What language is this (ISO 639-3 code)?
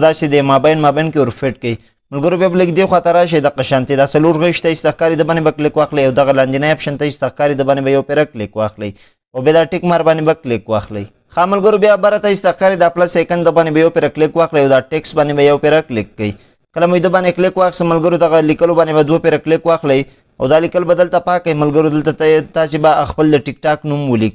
pus